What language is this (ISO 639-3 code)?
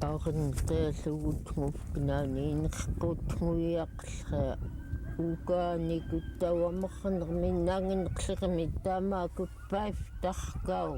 esu